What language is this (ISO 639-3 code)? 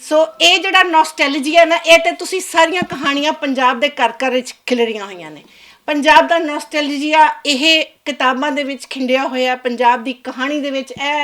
lah